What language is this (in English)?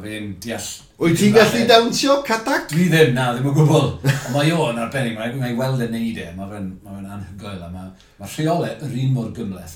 Welsh